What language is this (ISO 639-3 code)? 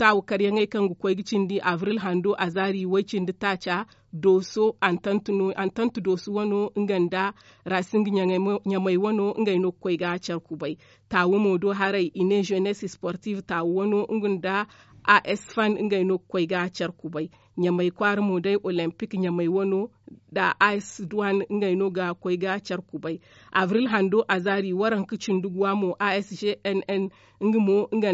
dje